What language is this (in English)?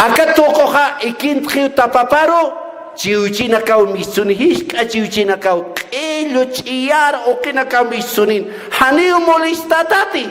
Aymara